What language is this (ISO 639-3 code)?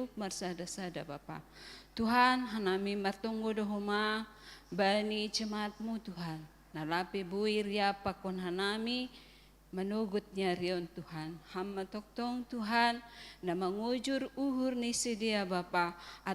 bts